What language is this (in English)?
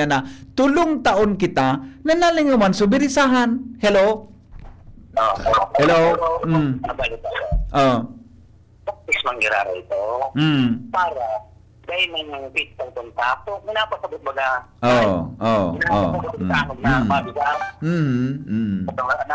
Bikol